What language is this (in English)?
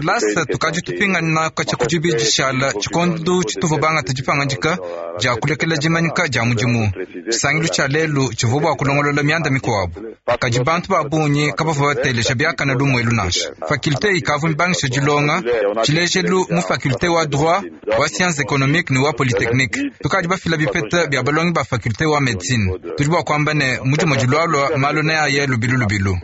Luba-Lulua